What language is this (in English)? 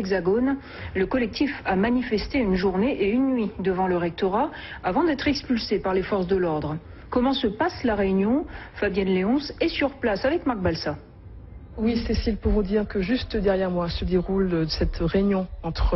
French